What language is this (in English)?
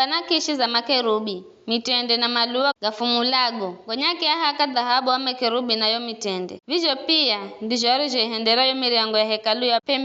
Giryama